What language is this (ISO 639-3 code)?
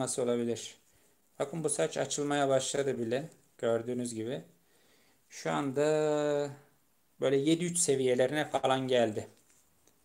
tur